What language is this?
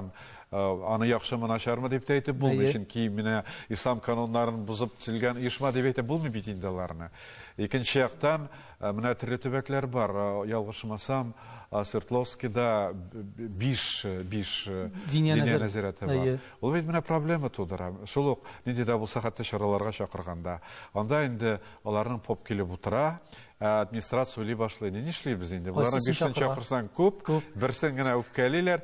Tatar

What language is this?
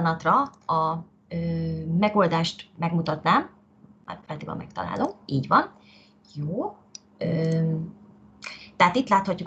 Hungarian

